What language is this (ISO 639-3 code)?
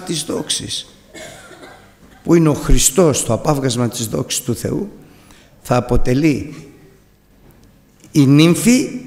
ell